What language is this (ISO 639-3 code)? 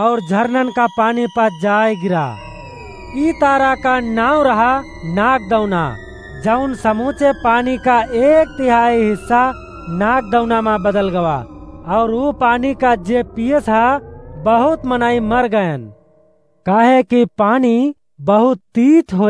awa